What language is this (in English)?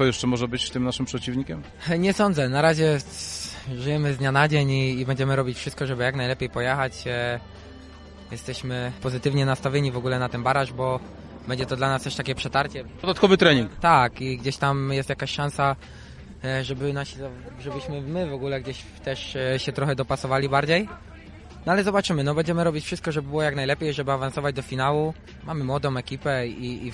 Polish